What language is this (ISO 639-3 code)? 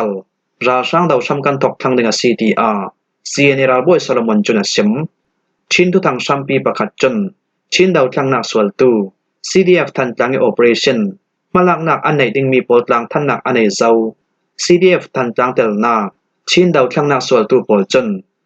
cfm